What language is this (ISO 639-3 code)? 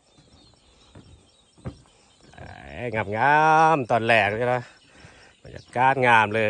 lao